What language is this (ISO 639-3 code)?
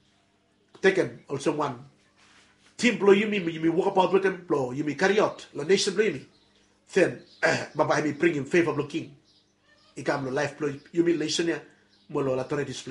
bis